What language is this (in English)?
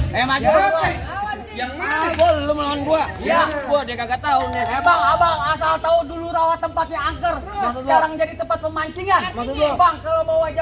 Betawi